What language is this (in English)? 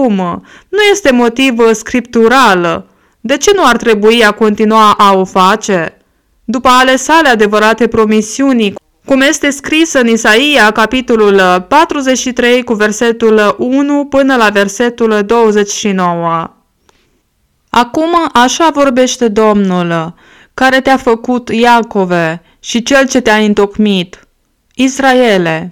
Romanian